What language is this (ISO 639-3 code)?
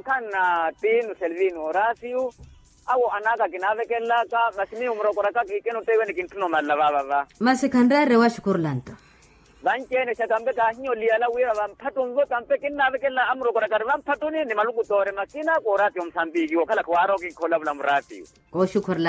vmw